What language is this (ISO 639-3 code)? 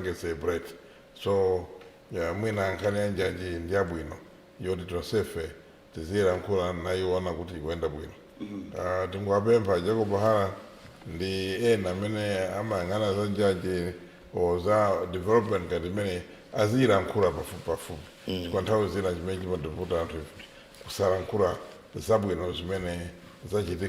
nya